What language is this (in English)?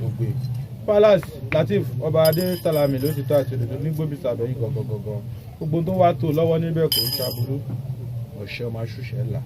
Yoruba